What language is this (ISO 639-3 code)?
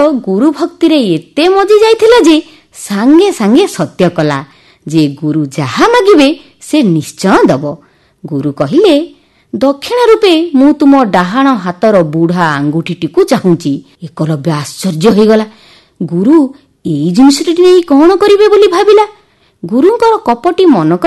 ori